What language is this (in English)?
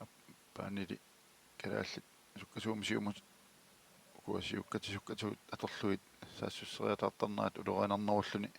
Kalaallisut